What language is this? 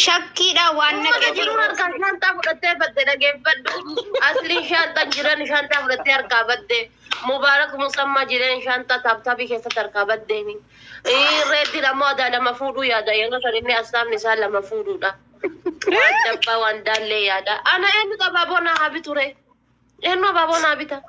Oromo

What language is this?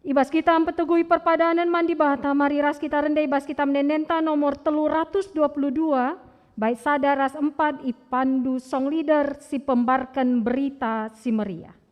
Batak Karo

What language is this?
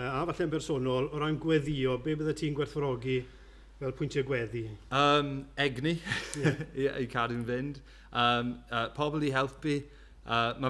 Welsh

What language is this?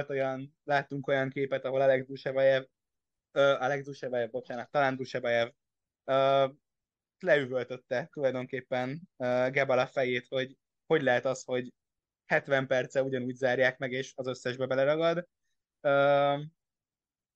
Hungarian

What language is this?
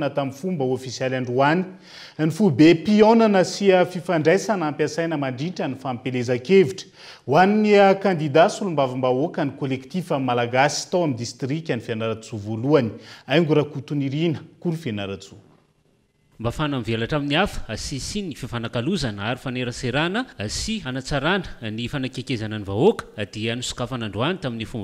Malagasy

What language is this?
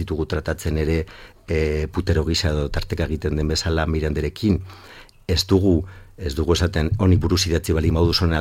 Basque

